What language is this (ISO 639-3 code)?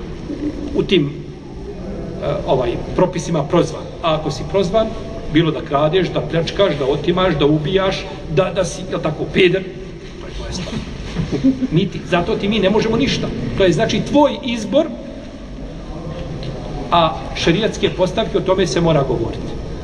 bos